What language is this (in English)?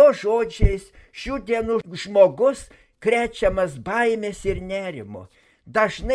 Lithuanian